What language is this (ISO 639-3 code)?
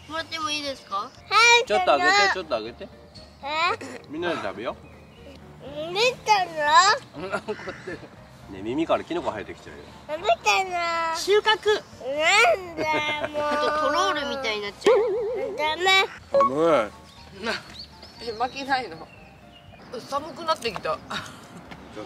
jpn